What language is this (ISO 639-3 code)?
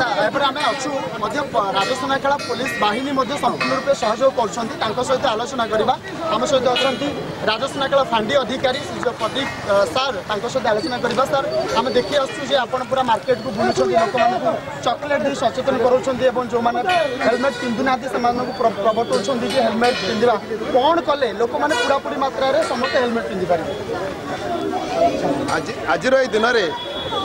ori